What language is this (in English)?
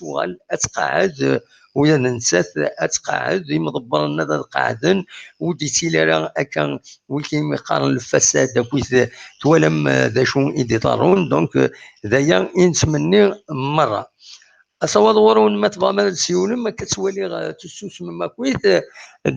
Kabyle